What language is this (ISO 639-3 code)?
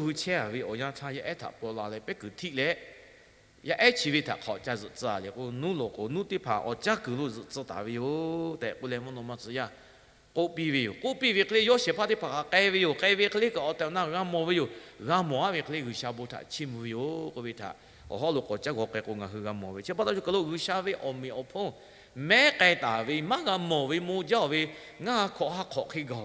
lhu